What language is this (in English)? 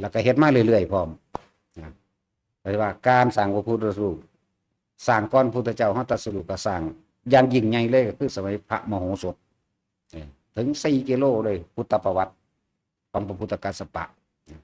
Lao